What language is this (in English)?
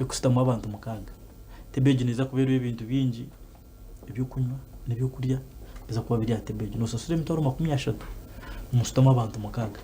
Nyankole